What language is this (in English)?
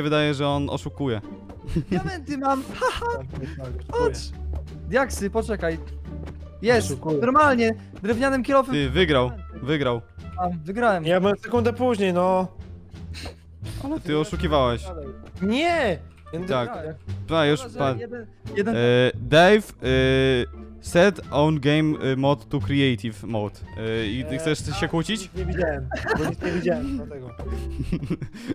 Polish